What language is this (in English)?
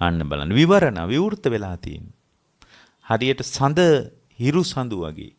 Sinhala